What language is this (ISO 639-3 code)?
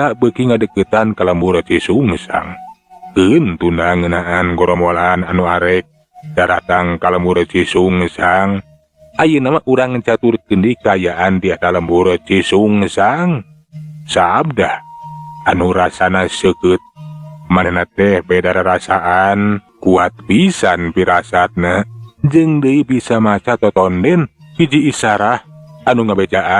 sun